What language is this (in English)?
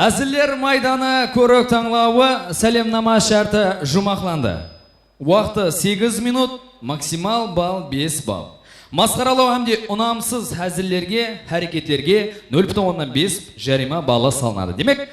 Kara-Kalpak